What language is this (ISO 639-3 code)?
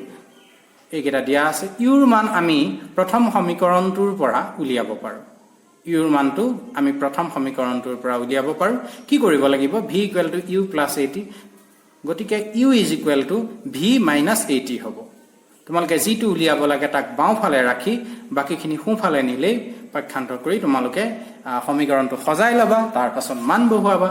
asm